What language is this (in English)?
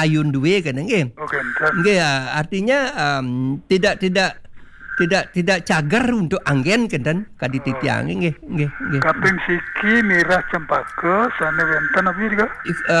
Balinese